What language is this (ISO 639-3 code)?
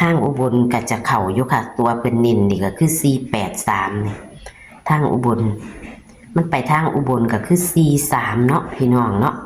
tts